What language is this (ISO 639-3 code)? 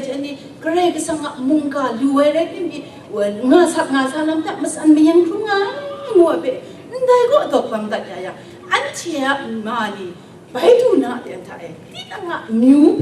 kac